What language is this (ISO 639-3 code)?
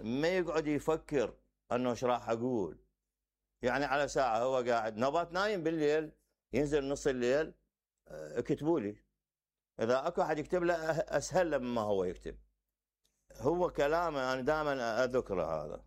acm